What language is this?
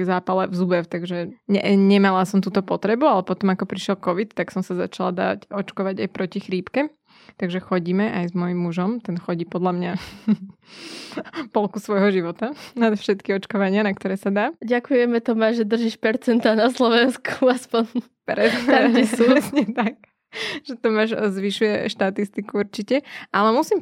Slovak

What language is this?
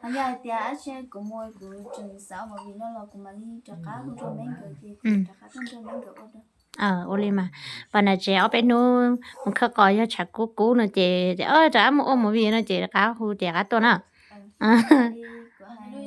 Hmong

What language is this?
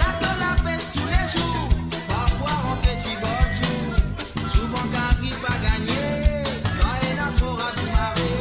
Morisyen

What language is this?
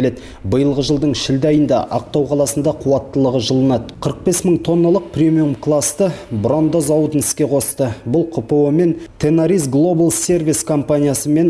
Kazakh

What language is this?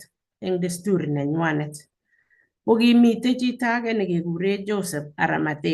Kalenjin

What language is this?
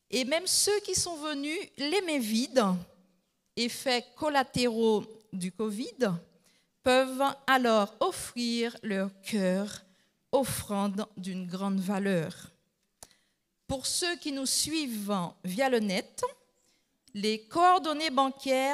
French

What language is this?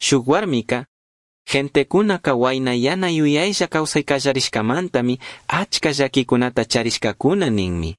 Chimborazo Highland Quichua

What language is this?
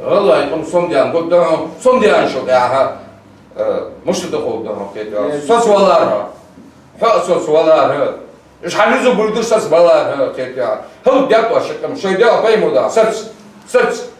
Ingush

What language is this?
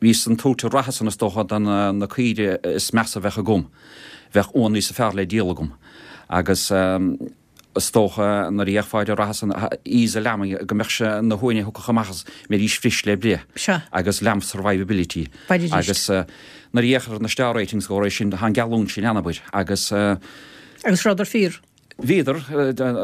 Irish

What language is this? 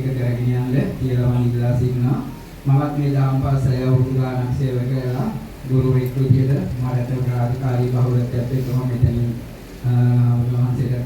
Sinhala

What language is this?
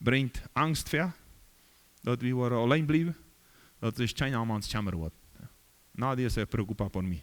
Plautdietsch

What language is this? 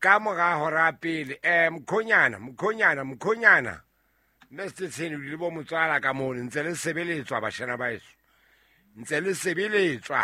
Southern Sotho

